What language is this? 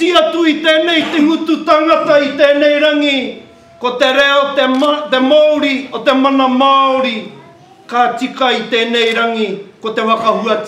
Māori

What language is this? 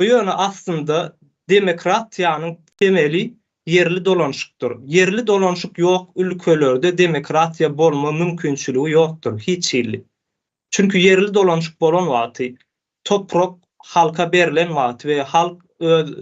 Turkmen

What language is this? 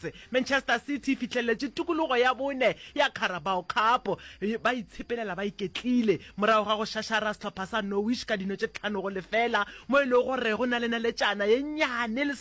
Northern Sotho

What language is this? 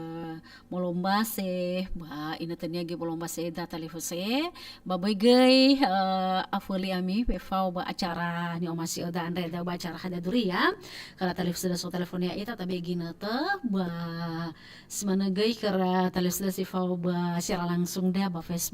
Nias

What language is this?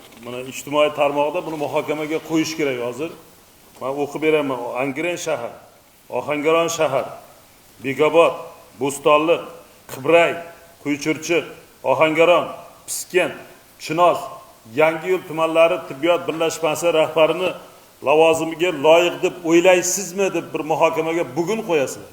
Uzbek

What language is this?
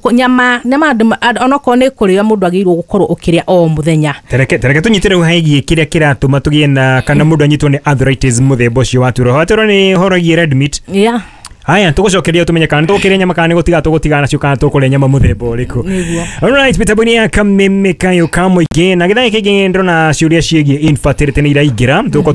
Kikuyu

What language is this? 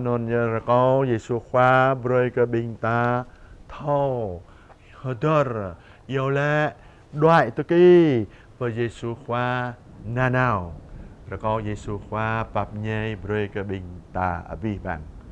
Jarai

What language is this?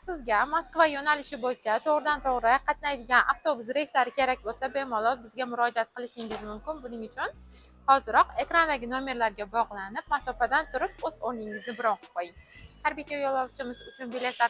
Uzbek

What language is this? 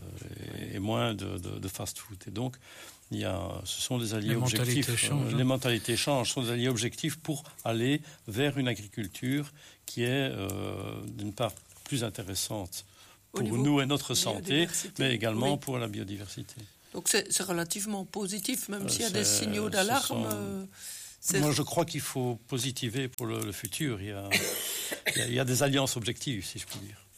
French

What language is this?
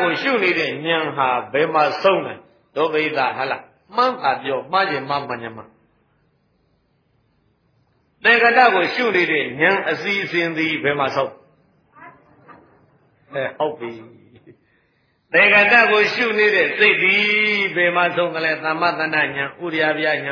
Burmese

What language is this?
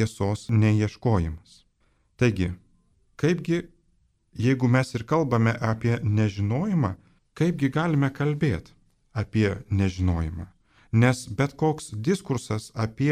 Lithuanian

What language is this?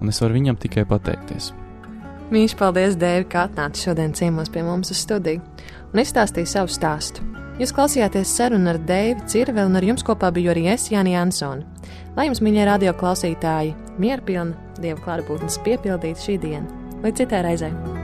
Latvian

